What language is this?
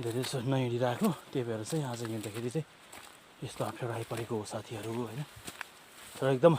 Nepali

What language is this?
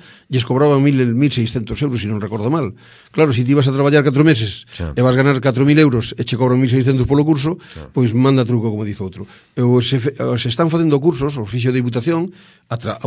Galician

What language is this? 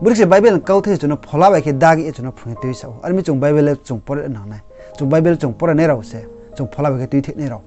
Riang (India)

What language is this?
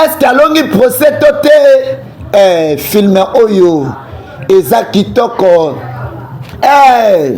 Lingala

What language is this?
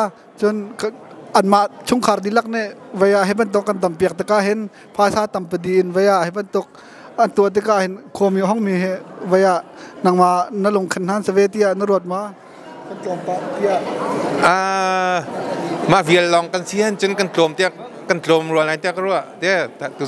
Hakha Chin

